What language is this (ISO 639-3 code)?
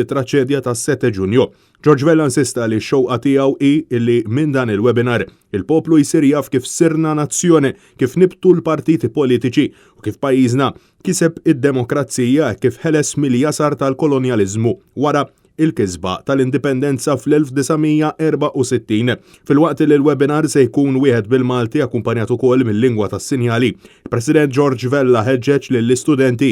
mlt